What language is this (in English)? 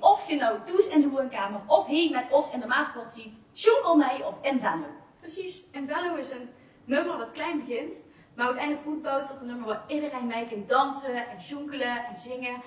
Limburgish